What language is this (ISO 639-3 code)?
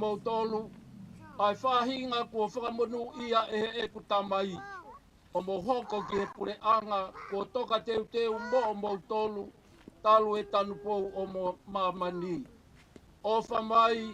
ton